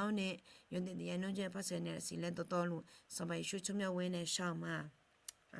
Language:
Akha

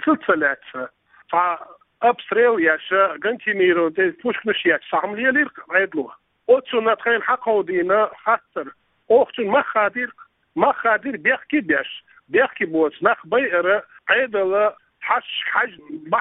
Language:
Chechen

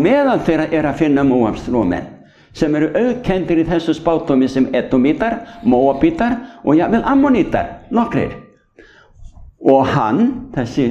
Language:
Icelandic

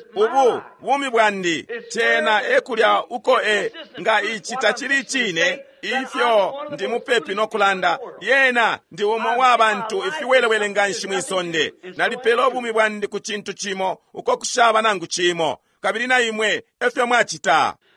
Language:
Bemba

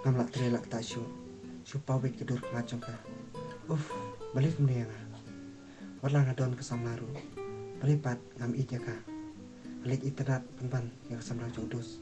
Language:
Khasi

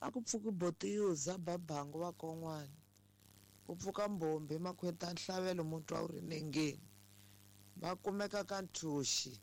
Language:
Tsonga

